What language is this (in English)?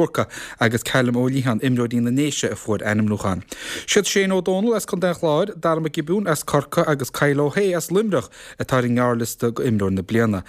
Irish